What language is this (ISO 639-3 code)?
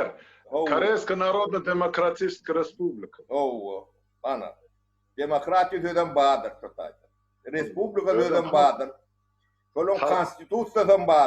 tuk